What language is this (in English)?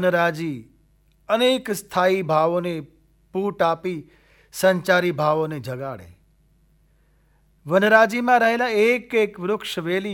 Gujarati